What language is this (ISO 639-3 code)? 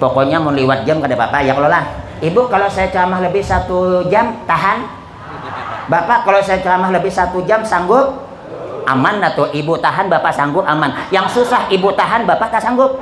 bjn